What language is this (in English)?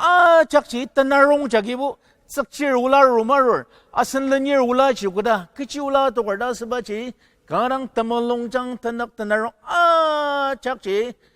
Ao Naga